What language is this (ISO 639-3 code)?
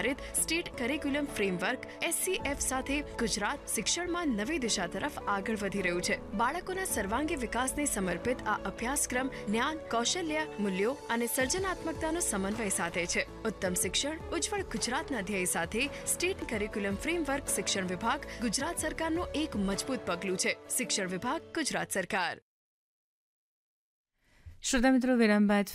guj